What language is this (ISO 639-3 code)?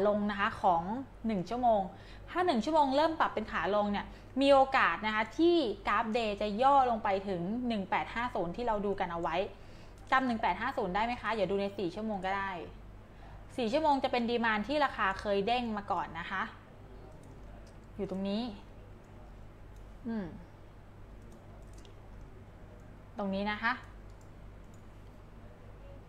tha